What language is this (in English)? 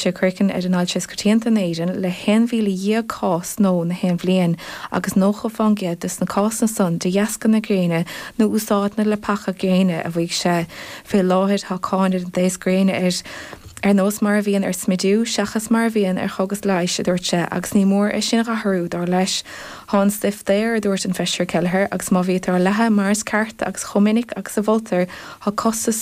Irish